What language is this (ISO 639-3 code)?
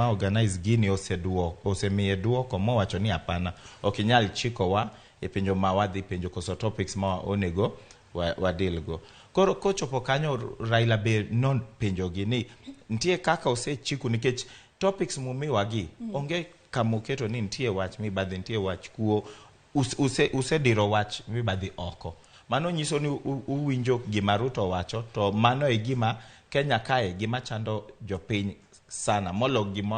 luo